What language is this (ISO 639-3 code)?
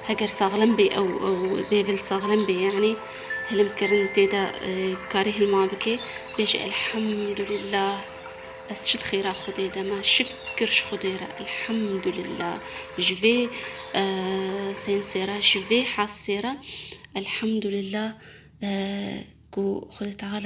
kur